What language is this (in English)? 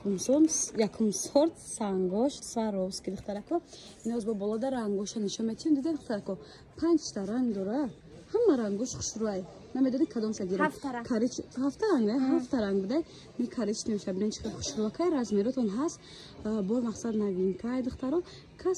Tajik